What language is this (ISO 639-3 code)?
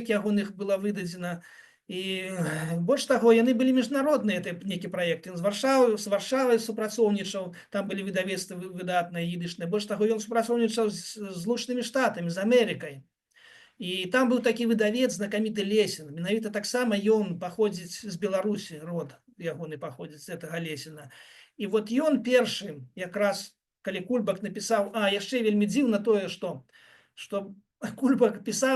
bel